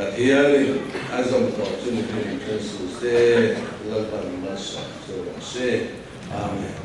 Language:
Mizo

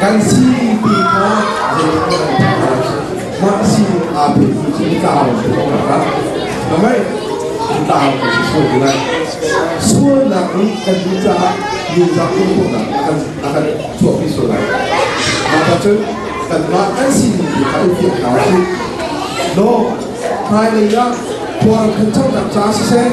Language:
Hakha Chin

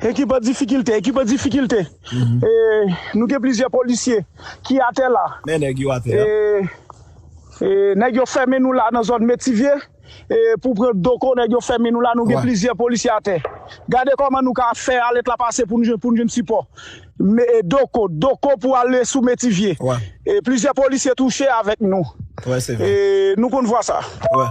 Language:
Haitian Creole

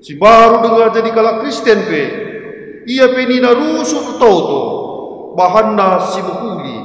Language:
Batak Karo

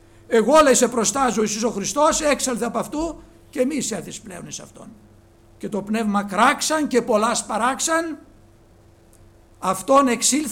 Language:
Greek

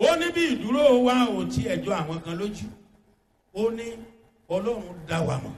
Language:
Yoruba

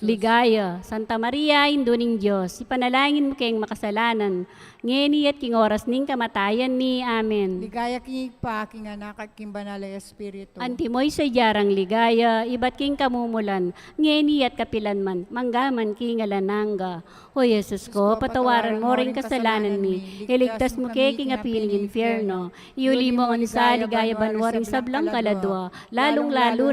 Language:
Pampanga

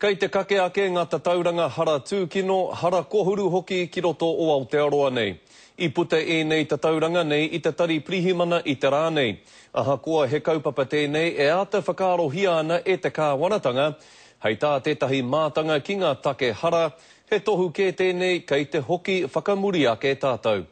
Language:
Māori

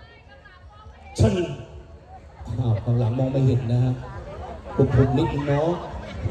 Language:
Thai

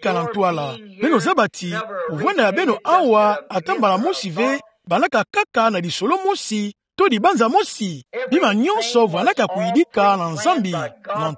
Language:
Kituba (Democratic Republic of Congo)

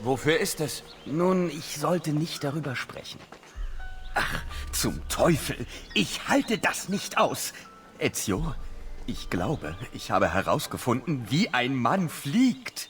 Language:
Bavarian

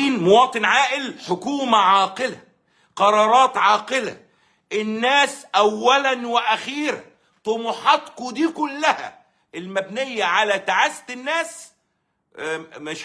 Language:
Egyptian Arabic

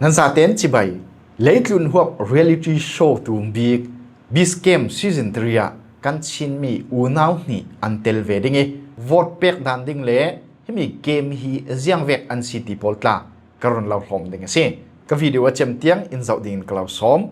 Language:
Falam Chin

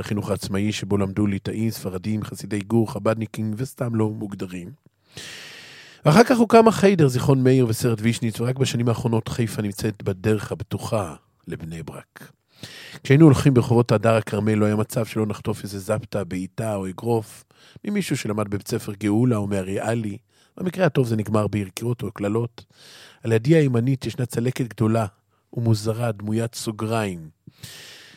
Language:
Hebrew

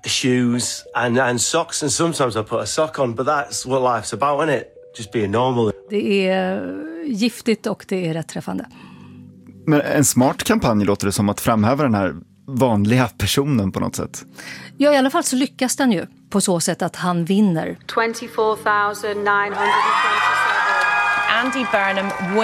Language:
Swedish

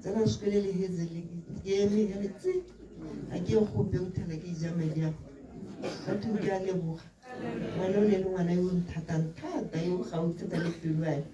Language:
Tswana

